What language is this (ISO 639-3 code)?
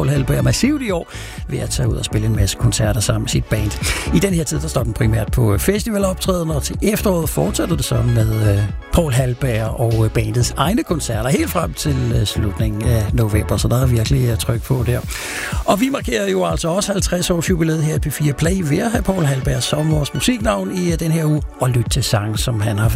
dan